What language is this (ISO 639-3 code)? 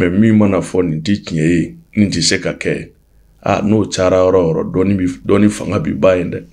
bam